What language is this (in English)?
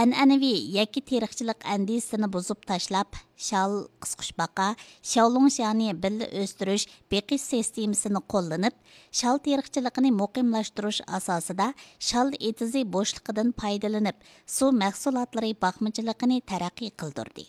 Uyghur